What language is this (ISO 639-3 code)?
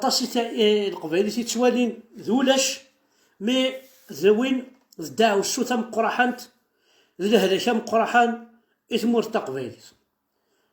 kab